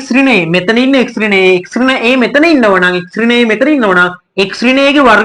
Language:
Sinhala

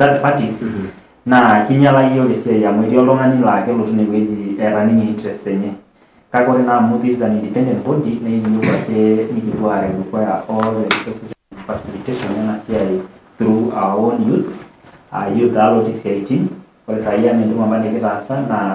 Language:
Masai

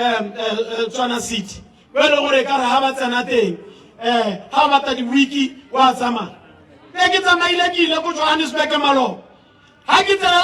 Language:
Tswana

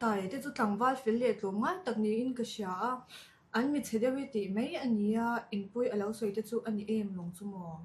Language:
Mizo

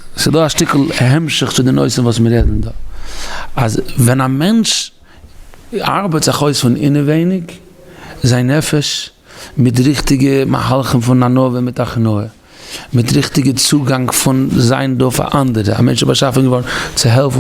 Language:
Yiddish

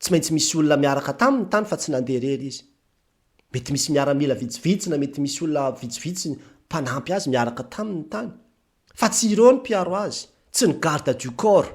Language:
Malagasy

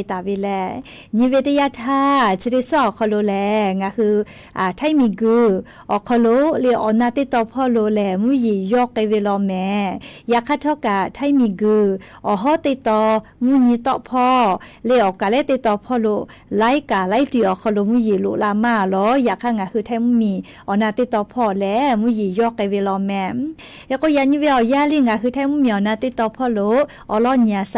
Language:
Lahu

